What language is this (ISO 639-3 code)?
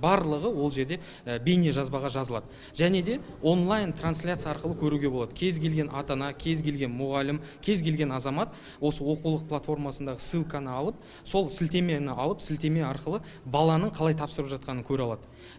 kaz